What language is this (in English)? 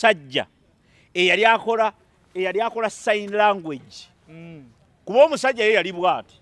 Ganda